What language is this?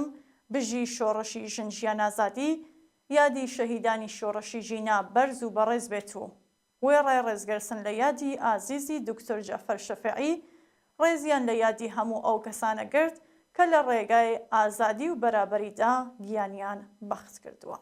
Central Kurdish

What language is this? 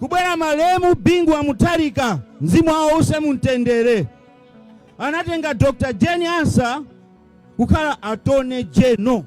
Nyanja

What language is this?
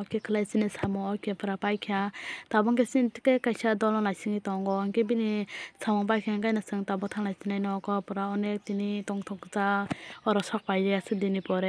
Kok Borok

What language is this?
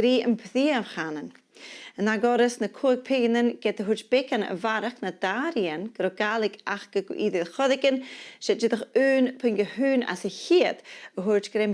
Scottish Gaelic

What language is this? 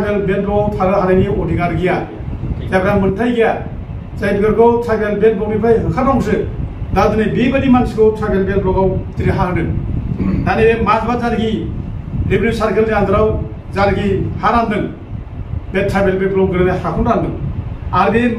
Bodo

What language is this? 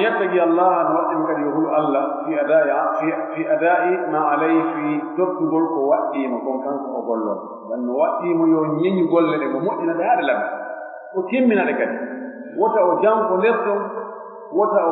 Pular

